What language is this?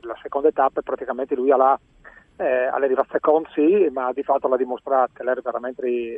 Friulian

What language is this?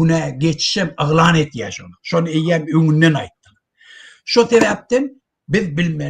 Turkmen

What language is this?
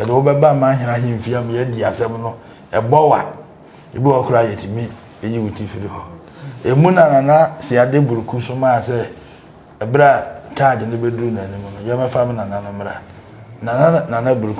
Akan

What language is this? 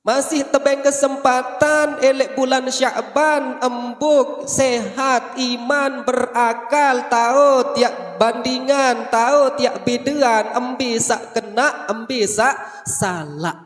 Sasak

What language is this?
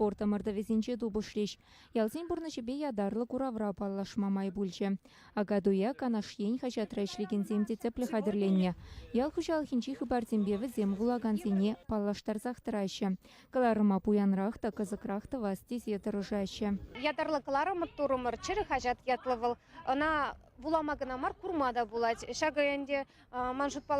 Chuvash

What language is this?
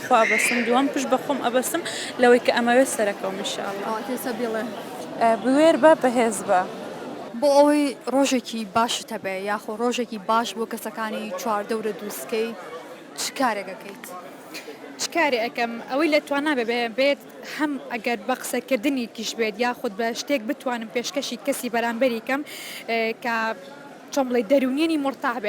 Central Kurdish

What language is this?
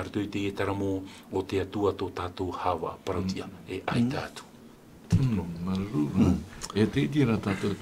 Tahitian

